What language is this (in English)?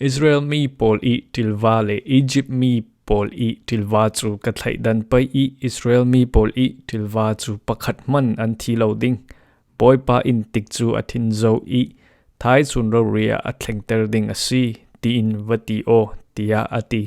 Falam Chin